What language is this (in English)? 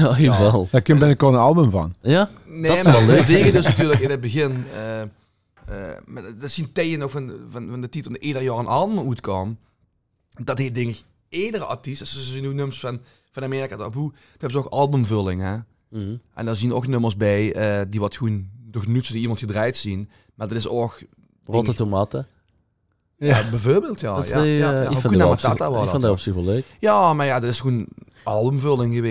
Limburgish